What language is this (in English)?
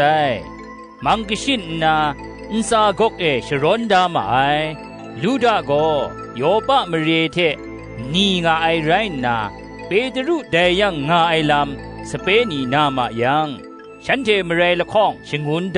Kachin